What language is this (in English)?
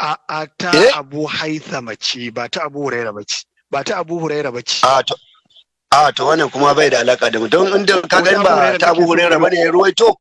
Hausa